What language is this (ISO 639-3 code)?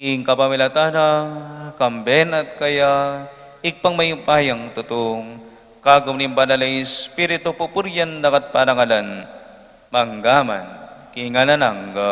pam